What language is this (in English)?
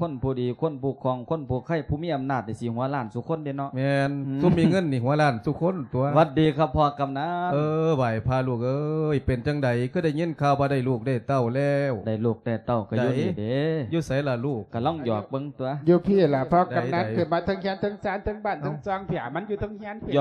Lao